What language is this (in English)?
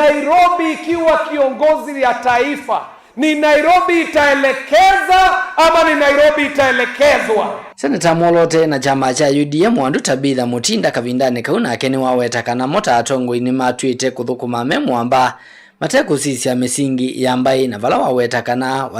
Kamba